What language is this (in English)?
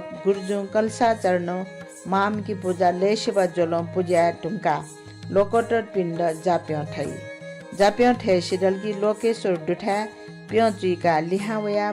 Newari